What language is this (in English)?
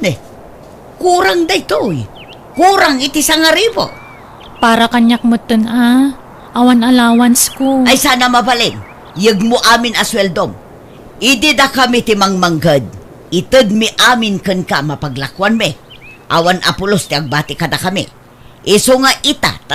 Iloko